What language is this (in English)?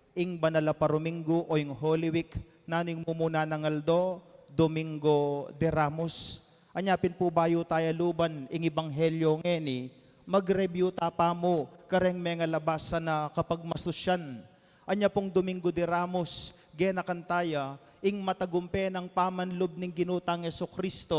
Pampanga